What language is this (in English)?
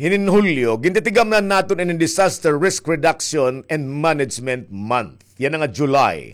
Waray